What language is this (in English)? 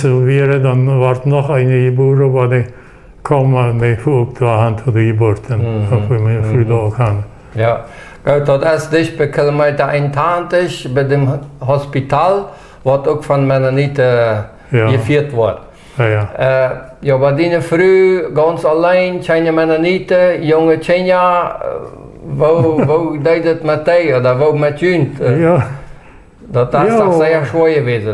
Plautdietsch